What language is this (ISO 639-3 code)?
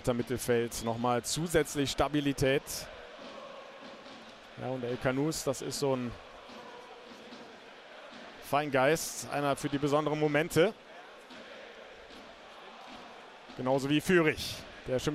deu